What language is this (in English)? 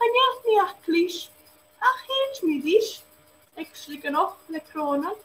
Scottish Gaelic